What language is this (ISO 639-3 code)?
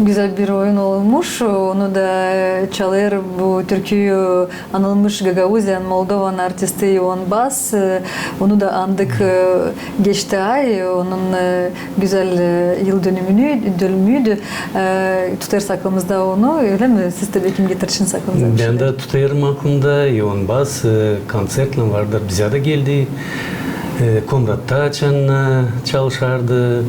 gag